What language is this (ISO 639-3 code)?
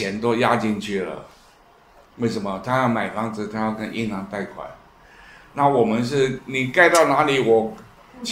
zho